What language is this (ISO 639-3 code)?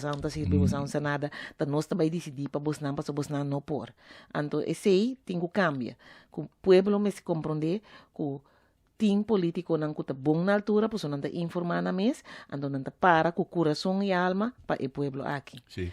pap